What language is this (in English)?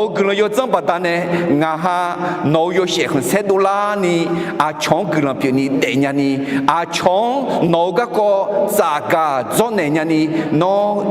Akha